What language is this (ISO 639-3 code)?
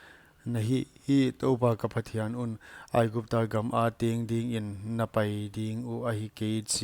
pck